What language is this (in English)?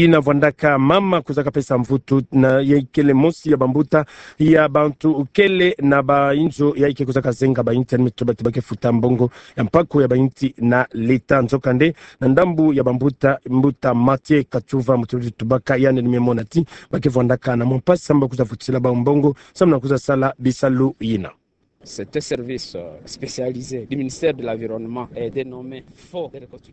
Kituba (Democratic Republic of Congo)